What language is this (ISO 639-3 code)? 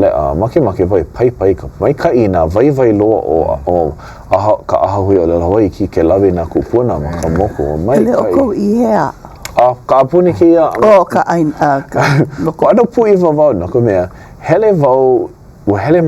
haw